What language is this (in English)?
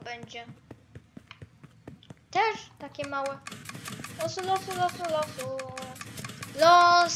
Polish